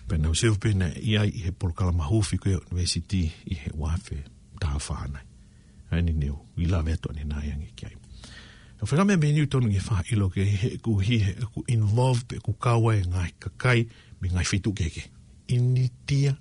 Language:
Tongan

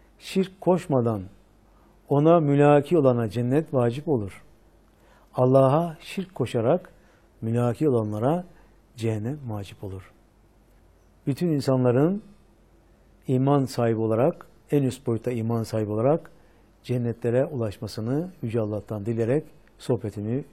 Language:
Turkish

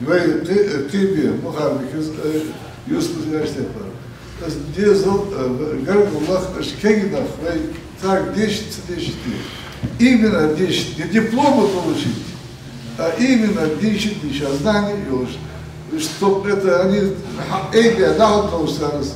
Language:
Ingush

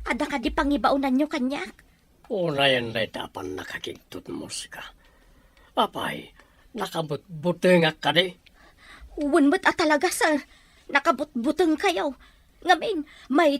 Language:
Iloko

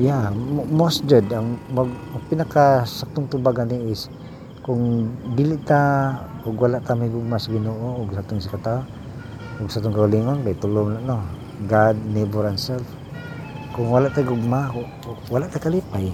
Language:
Cebuano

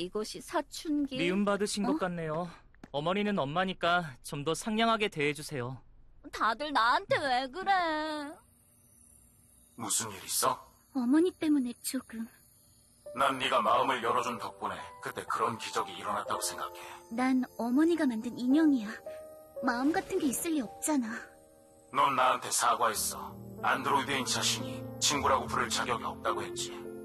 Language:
Korean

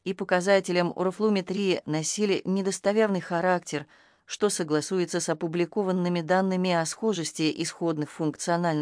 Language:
Russian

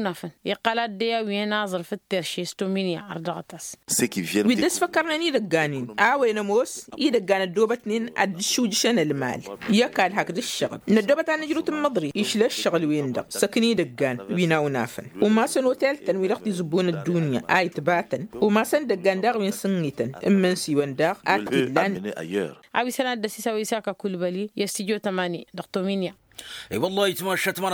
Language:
Tamasheq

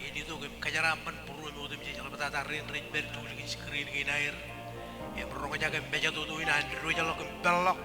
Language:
Marshallese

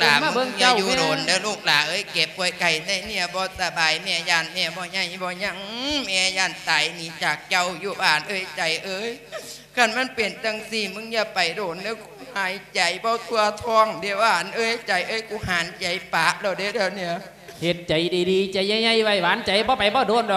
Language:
Lao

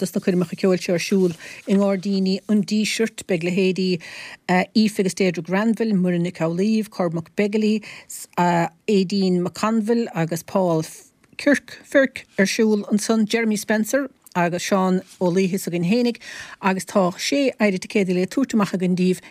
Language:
Irish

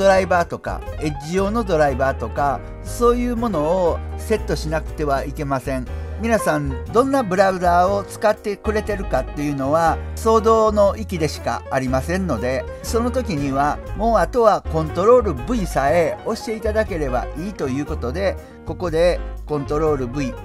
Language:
Japanese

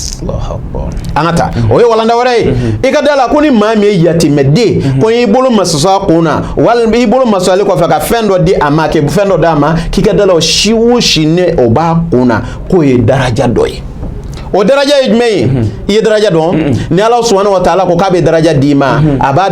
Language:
Bambara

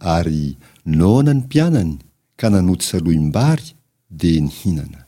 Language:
Malagasy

